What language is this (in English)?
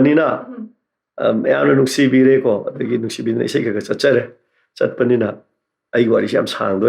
Manipuri